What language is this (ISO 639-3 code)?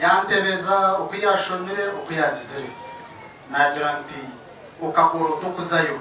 nyn